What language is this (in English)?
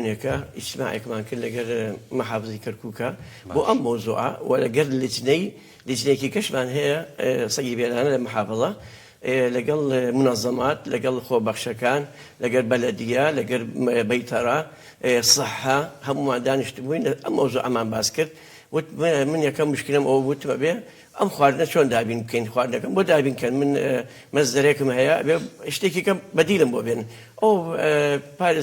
Central Kurdish